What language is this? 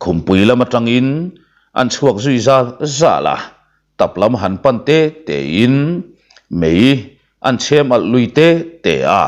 Mizo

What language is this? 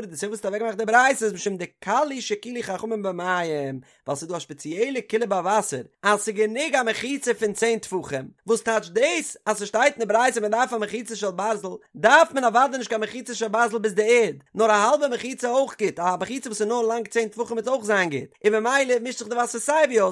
Yiddish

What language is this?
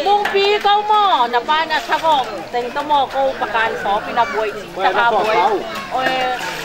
Tedim Chin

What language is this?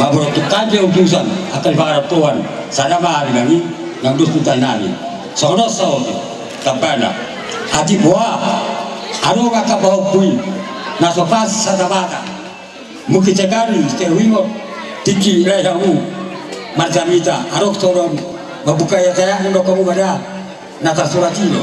Batak Toba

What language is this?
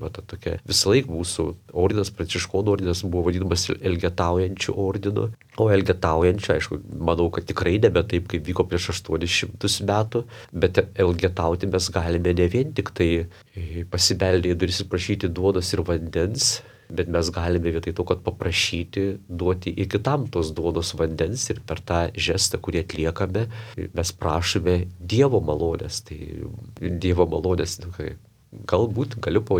Lithuanian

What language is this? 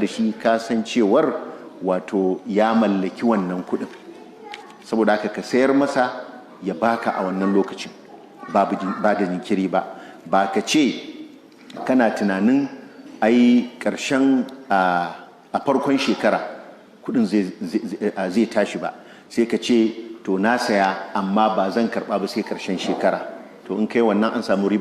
Hausa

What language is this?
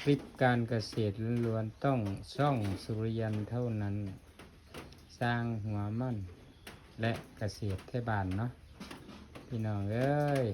Lao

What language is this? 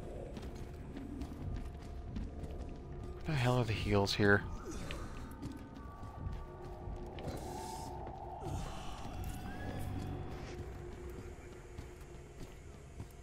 English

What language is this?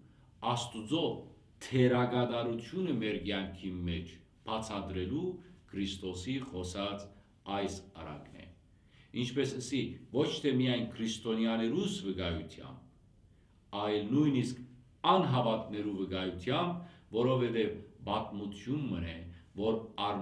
Western Armenian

